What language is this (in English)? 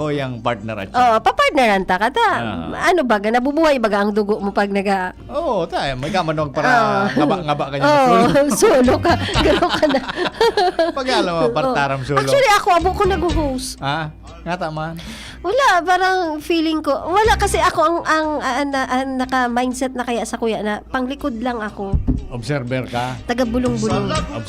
Bikol